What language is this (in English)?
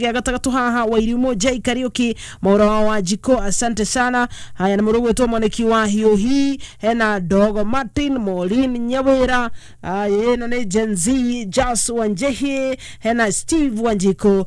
Kikuyu